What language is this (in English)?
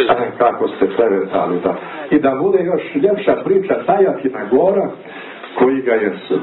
Serbian